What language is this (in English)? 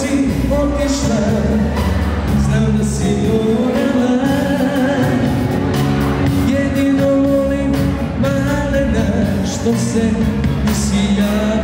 Serbian